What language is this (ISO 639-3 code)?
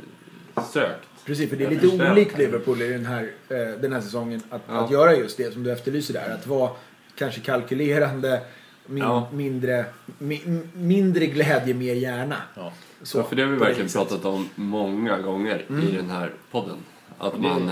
swe